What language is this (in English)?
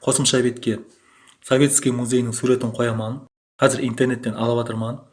Kara-Kalpak